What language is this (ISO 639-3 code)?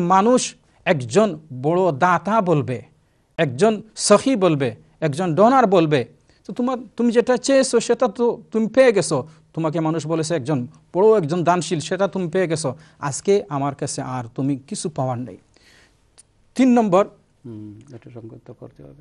ben